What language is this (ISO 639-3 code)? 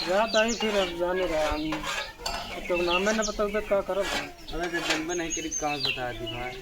awa